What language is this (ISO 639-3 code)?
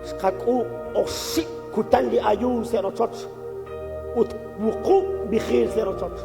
kek